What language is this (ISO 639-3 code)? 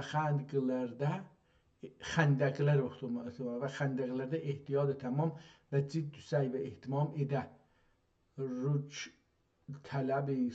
azb